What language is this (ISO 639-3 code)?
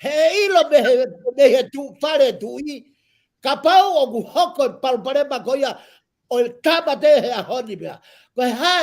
ton